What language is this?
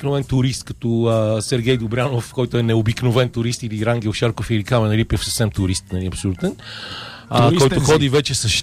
Bulgarian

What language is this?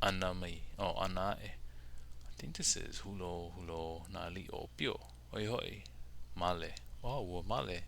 Hawaiian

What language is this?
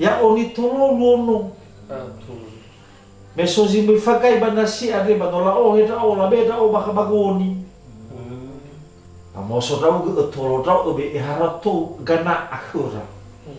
Nias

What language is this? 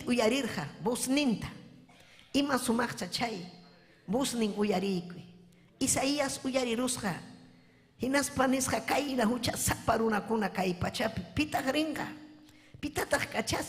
Ayacucho Quechua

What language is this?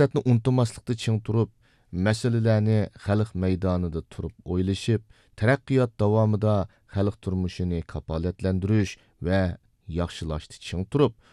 Uyghur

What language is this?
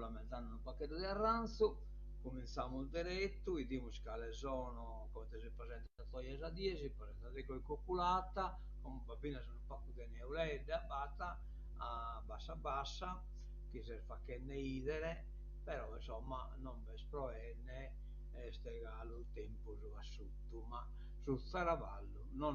Sardinian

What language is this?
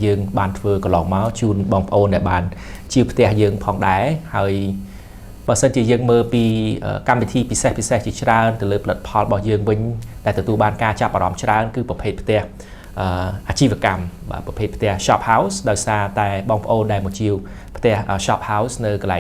Khmer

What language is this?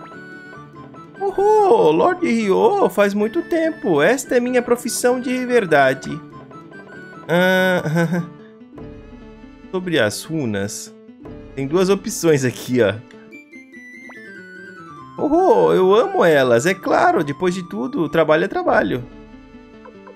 Portuguese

